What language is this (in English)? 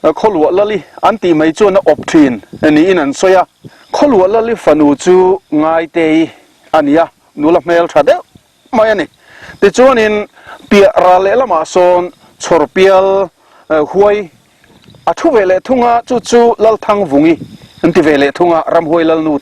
Mizo